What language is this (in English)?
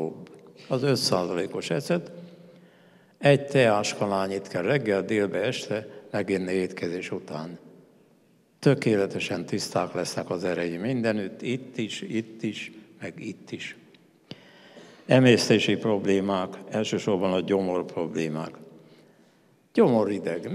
Hungarian